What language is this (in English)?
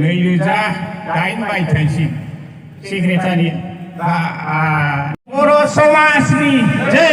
Bodo